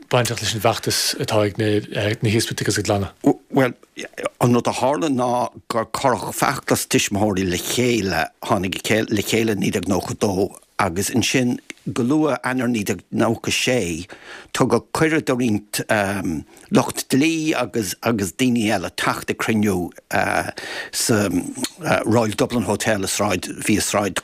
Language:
Irish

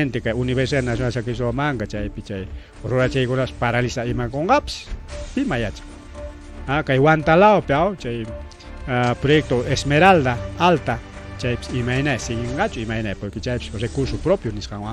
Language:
Ayacucho Quechua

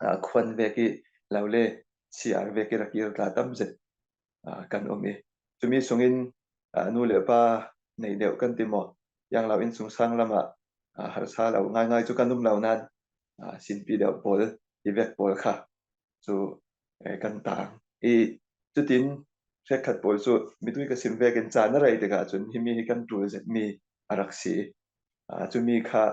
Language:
Falam Chin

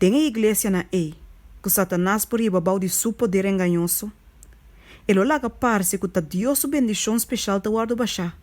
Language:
Papiamento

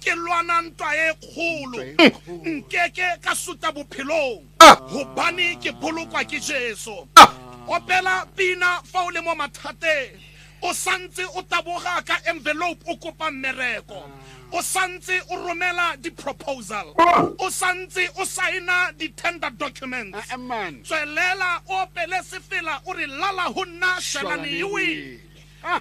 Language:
Southern Sotho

